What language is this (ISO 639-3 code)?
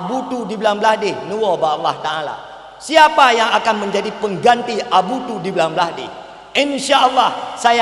ace